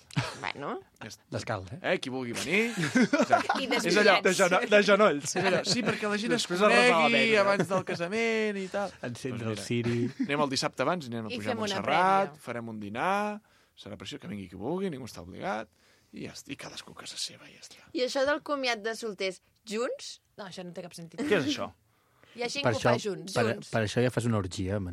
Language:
Catalan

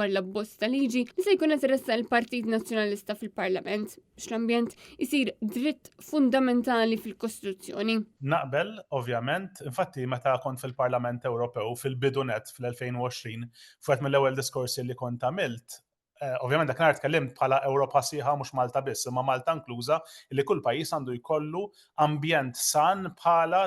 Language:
Maltese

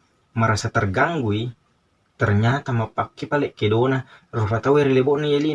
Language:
Buginese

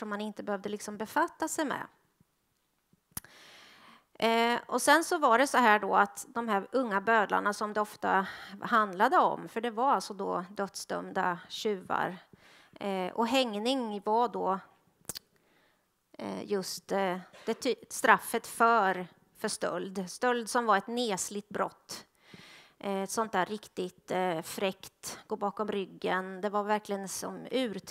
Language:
Swedish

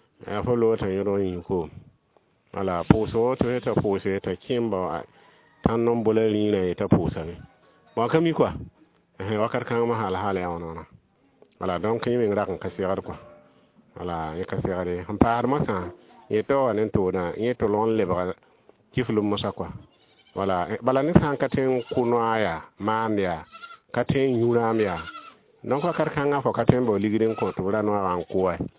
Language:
Mossi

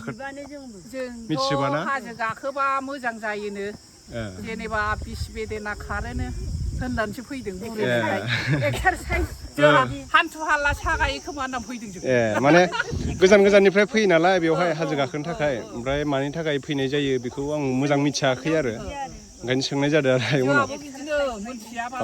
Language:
Bodo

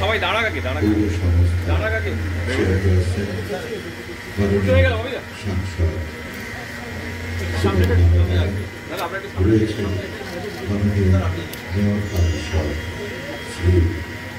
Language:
Bangla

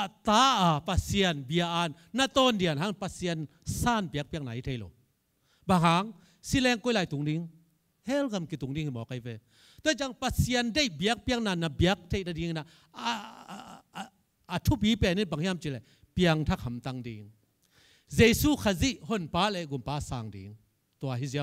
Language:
Tedim Chin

